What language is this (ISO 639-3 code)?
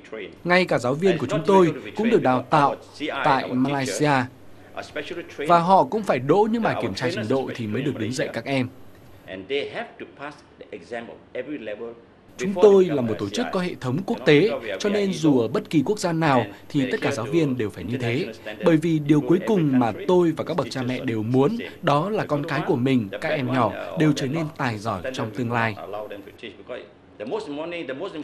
vie